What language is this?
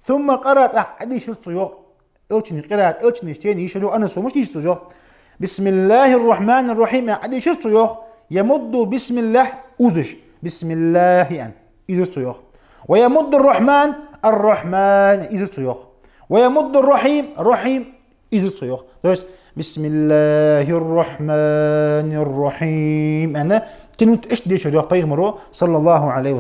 Ingush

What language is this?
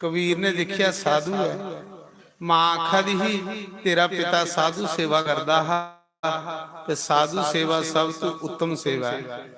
Dogri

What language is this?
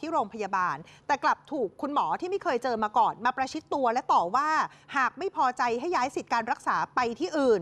Thai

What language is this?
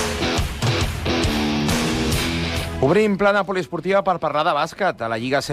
Catalan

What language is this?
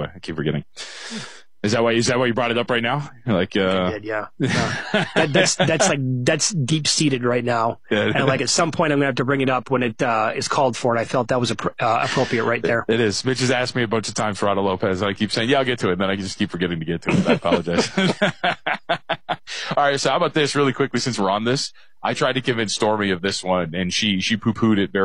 English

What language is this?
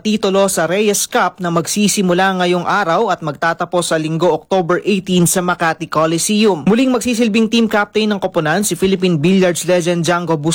Filipino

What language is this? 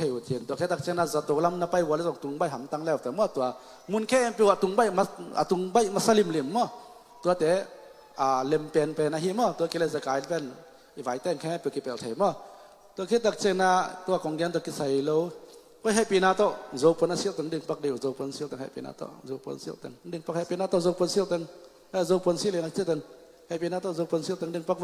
Tedim Chin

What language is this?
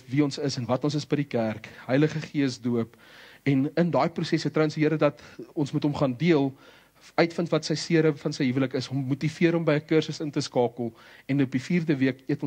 Afrikaans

